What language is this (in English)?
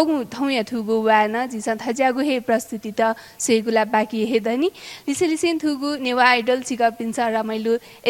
Newari